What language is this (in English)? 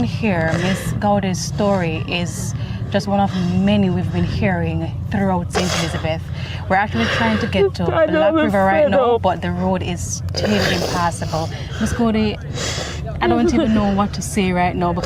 Jamaican Creole English